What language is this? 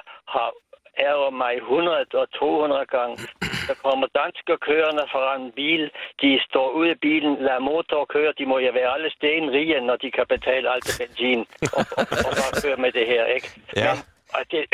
Danish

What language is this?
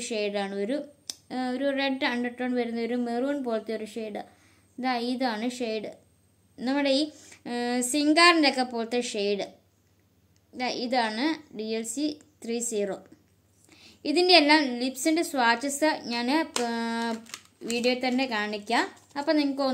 Malayalam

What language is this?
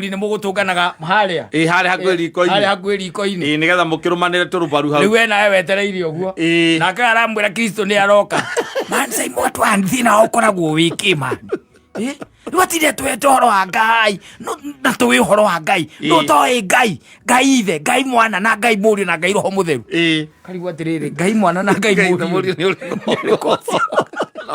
Kikuyu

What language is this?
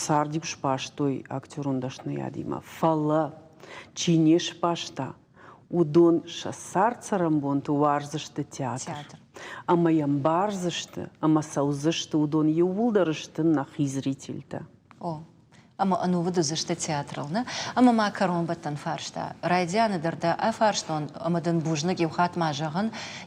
Ossetic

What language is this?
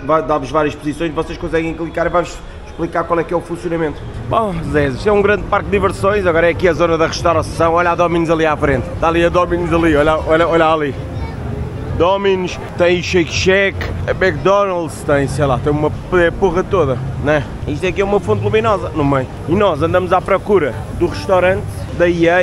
Portuguese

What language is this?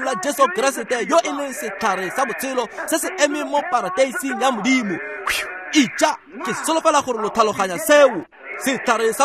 Tswana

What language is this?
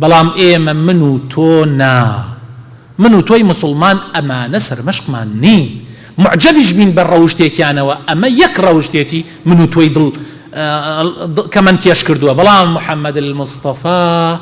Central Kurdish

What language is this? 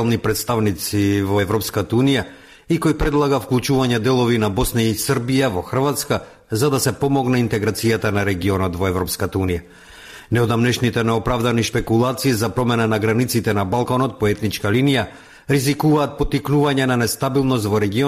Macedonian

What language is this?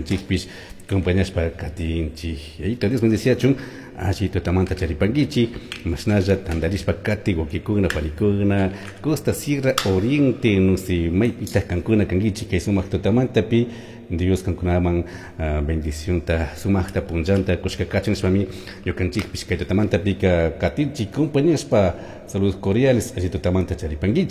Chimborazo Highland Quichua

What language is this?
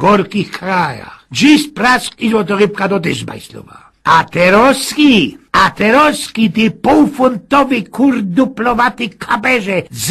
Silesian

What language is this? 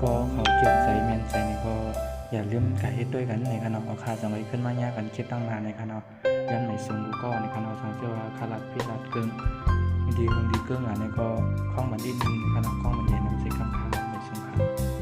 Shan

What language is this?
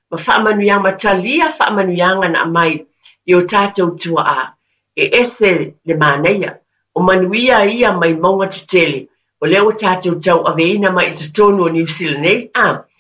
Samoan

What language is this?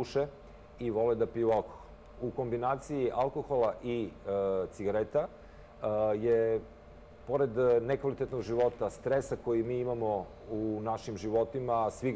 Serbian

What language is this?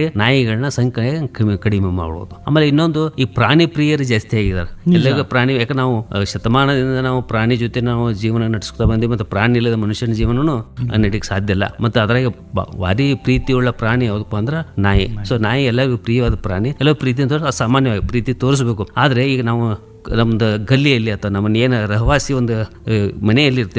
Kannada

